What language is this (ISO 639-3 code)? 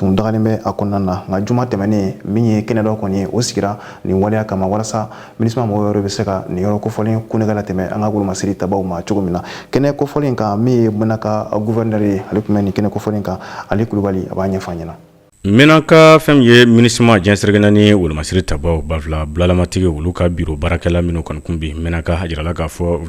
bam